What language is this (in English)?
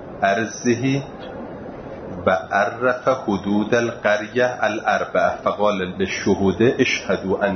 Persian